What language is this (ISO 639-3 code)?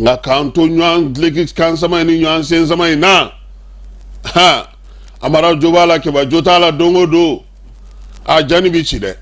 bam